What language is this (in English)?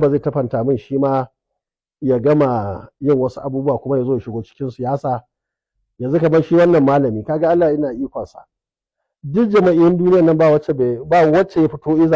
Hausa